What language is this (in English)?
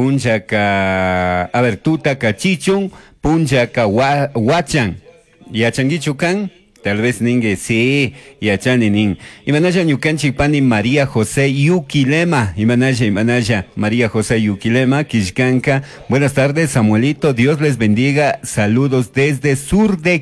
Chimborazo Highland Quichua